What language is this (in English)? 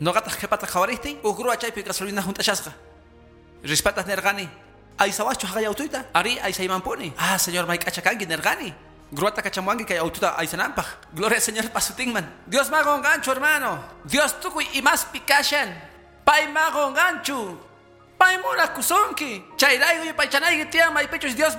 Quechua